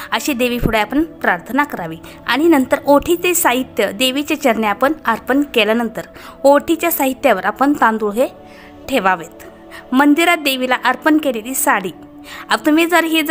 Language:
Marathi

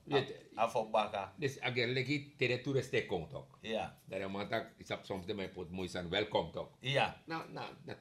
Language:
Sranan Tongo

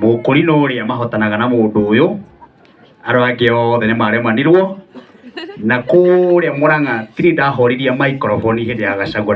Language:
Kikuyu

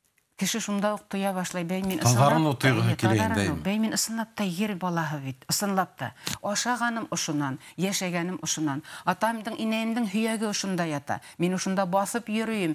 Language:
Bashkir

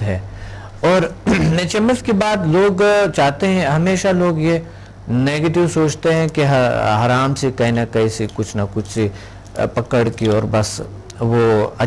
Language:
Urdu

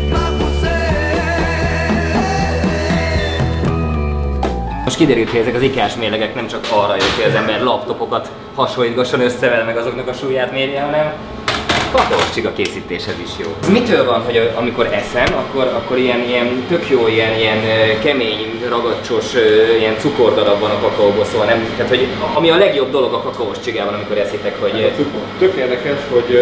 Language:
Hungarian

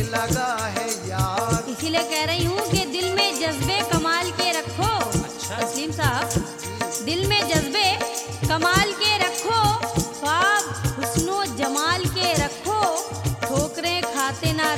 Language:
Hindi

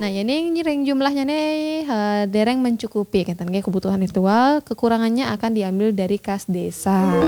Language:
Balinese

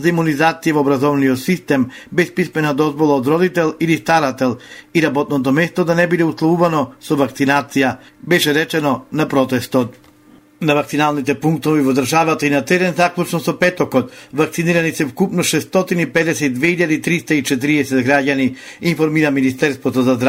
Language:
Macedonian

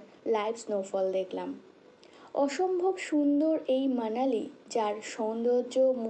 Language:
Bangla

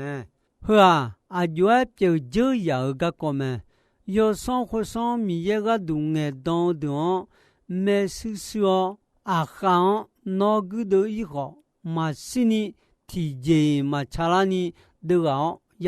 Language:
Akha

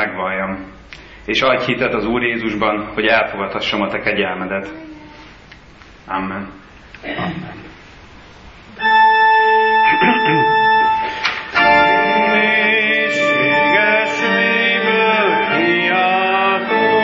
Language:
Hungarian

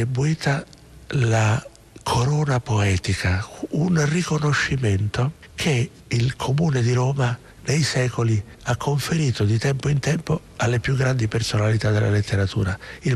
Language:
Italian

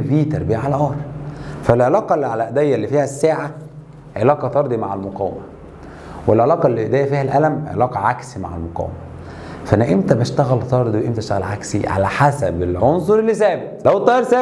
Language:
Egyptian Arabic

